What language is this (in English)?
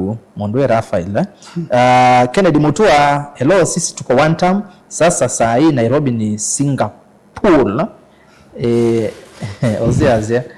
Kamba